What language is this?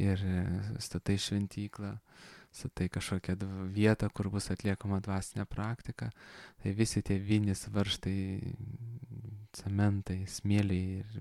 Lithuanian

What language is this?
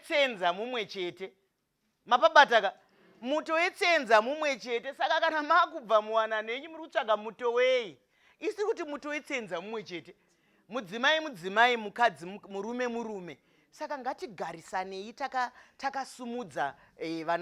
Shona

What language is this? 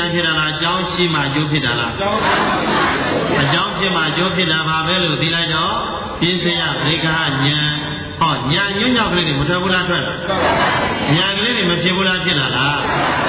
Burmese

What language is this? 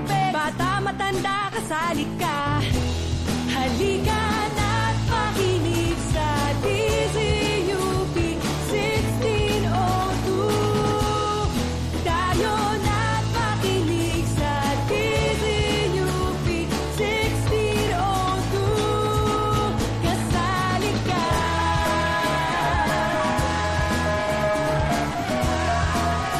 Filipino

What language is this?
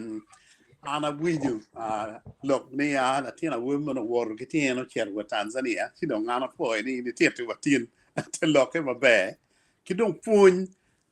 Acoli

